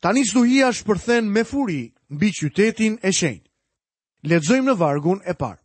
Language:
Albanian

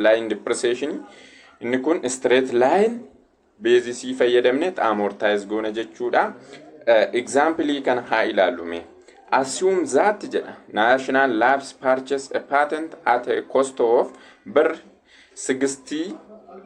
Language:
Oromo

